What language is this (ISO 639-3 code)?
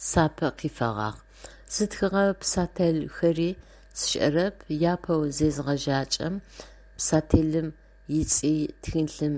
ady